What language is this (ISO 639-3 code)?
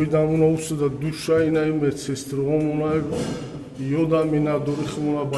tgk